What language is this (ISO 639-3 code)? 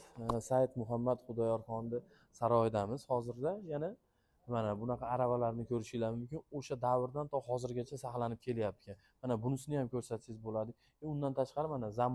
uzb